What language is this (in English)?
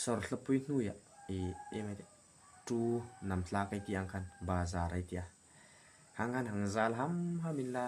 Hmar